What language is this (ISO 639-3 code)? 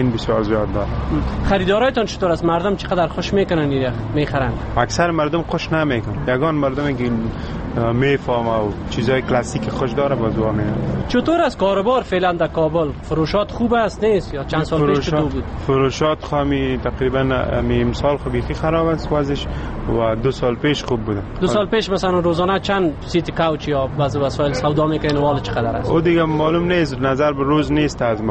fas